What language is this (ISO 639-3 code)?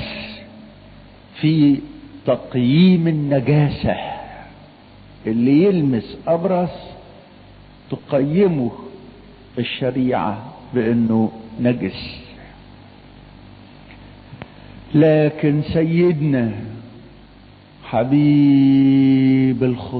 arz